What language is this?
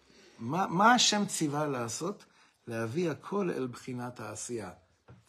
Hebrew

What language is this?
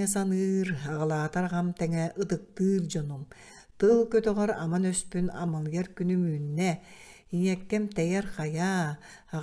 Yakut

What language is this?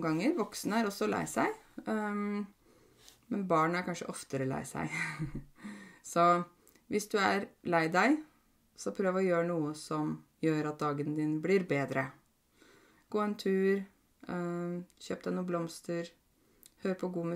Norwegian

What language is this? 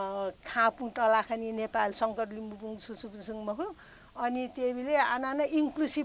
Newari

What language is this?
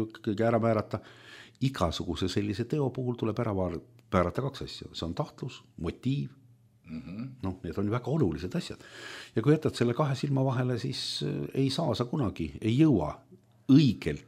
Estonian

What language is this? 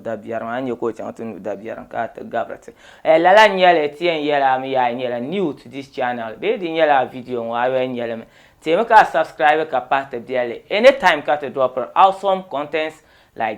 Dagbani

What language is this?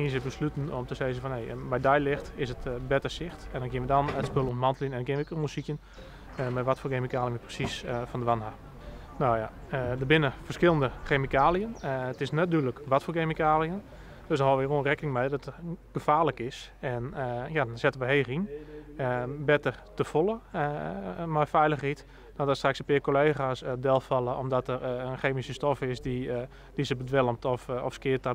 Western Frisian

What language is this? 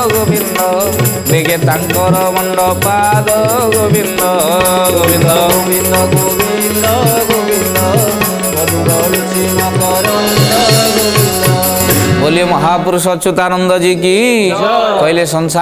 Odia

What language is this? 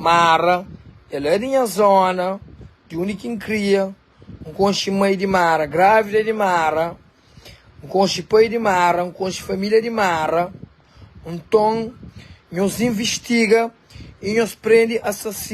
Kabuverdianu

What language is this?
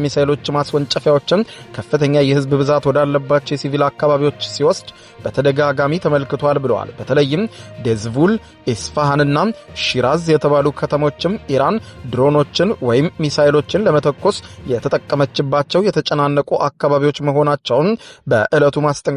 Amharic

